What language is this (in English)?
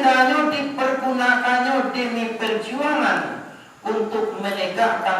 Minangkabau